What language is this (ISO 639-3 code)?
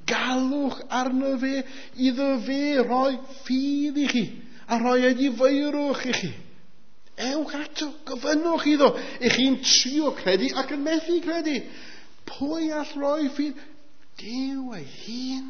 cym